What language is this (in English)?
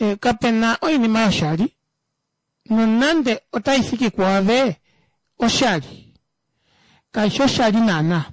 Kuanyama